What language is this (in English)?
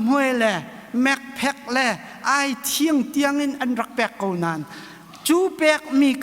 Hakha Chin